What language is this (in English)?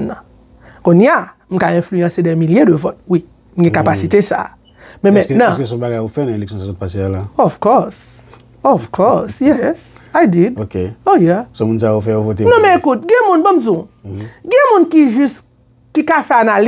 Haitian Creole